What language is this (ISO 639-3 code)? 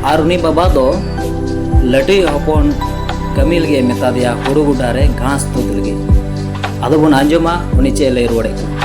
sat